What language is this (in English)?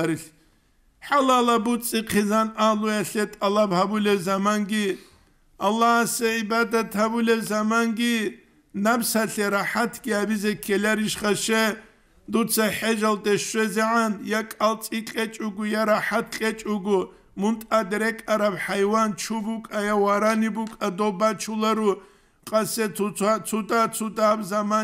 Avaric